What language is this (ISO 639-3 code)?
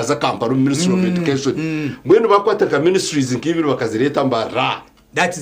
nyn